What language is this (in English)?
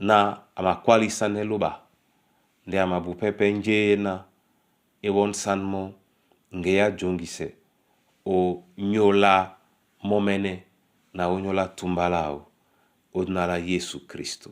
Duala